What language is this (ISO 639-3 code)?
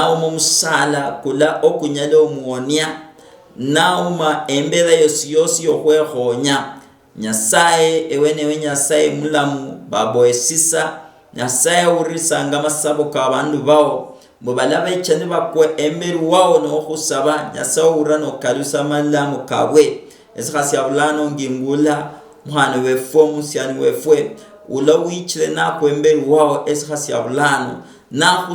luy